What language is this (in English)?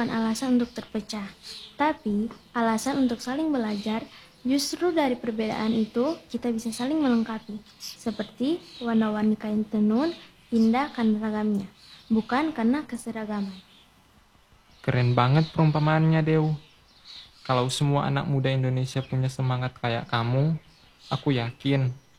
Indonesian